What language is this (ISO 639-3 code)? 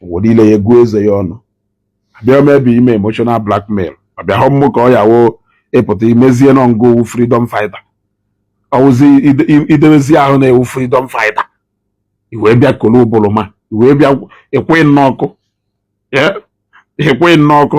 ibo